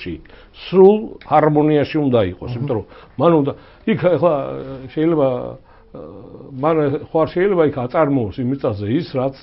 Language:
Georgian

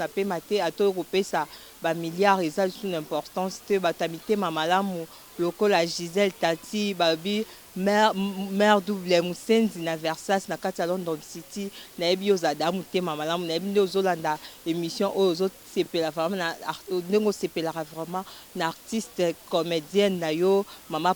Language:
Lingala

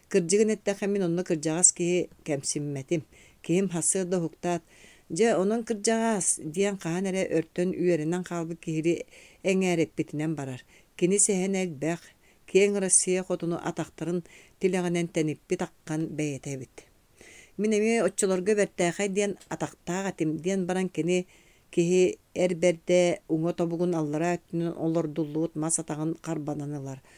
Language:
Yakut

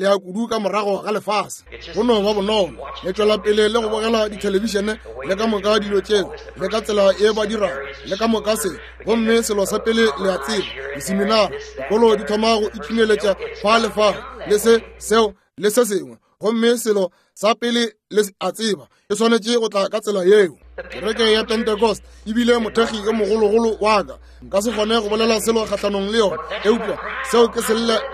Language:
Northern Sotho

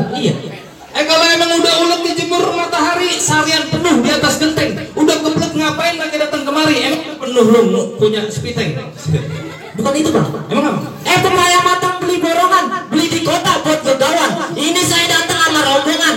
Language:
Betawi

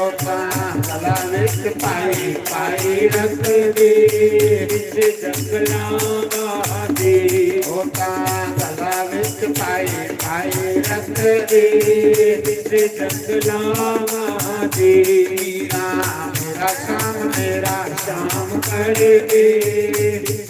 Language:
Dogri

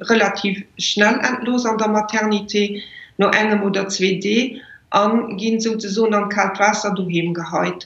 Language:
Luxembourgish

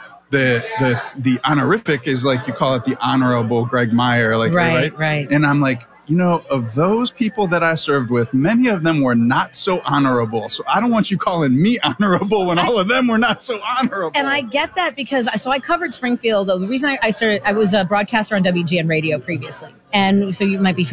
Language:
English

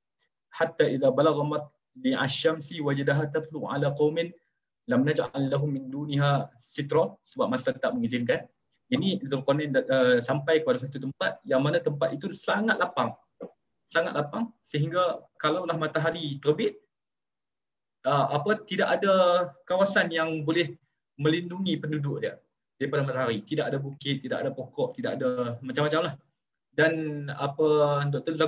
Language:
Malay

